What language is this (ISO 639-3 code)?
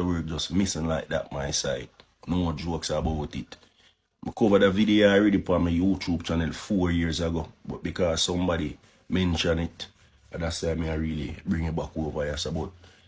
jam